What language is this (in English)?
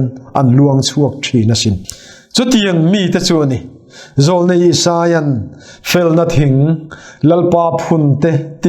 Mizo